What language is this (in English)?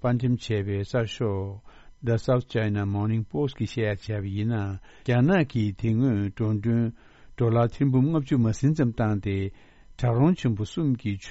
Tibetan